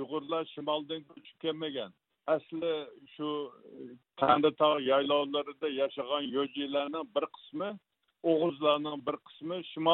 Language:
Uyghur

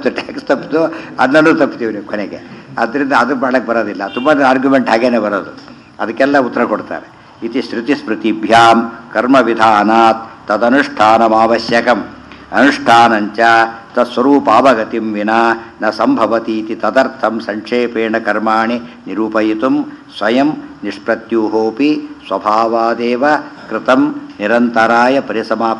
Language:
Kannada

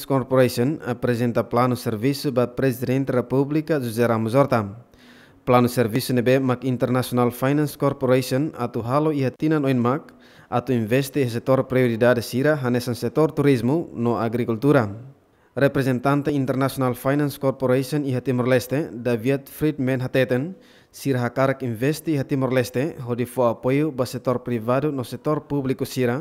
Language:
Tetum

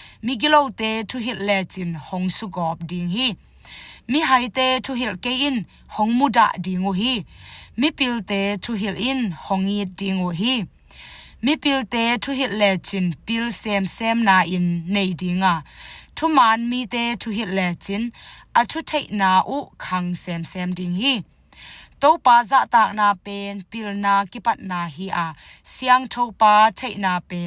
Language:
Tedim Chin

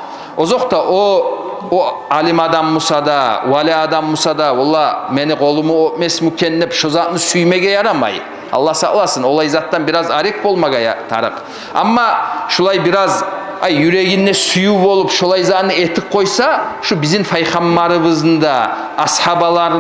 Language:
Kumyk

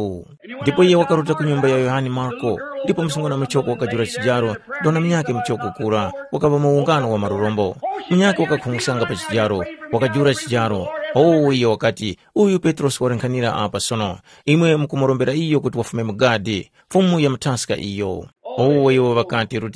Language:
Tumbuka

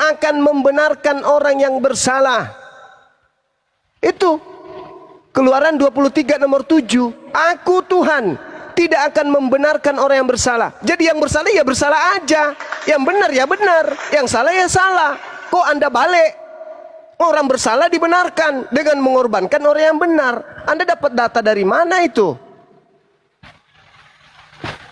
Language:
Indonesian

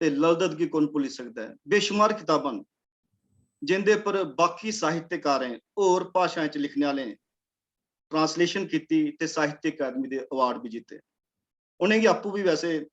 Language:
Dogri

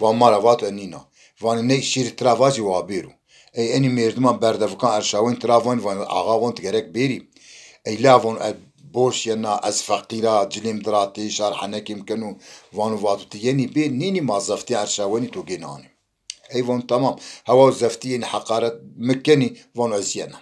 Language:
Zaza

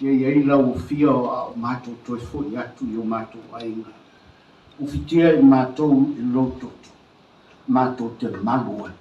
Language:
Samoan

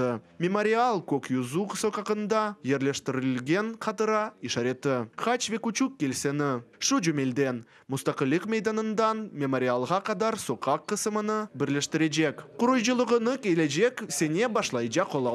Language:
Crimean Tatar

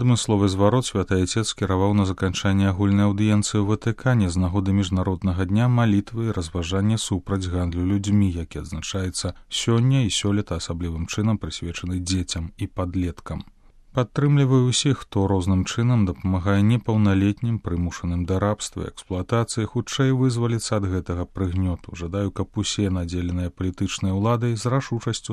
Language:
Belarusian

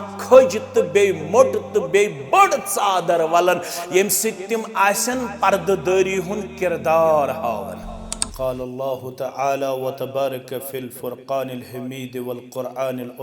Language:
Kashmiri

